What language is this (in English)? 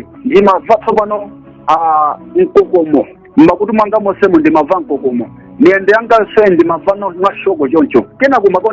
Nyanja